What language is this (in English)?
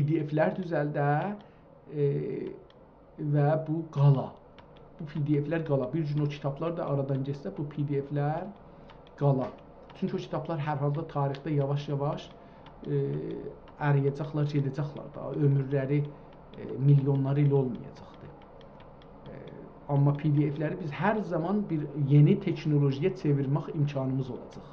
South Azerbaijani